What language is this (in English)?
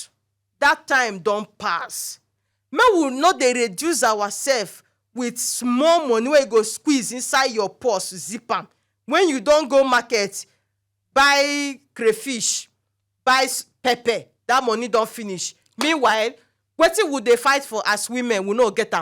Nigerian Pidgin